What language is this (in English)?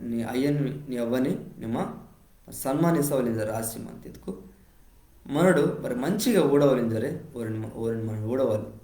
Koya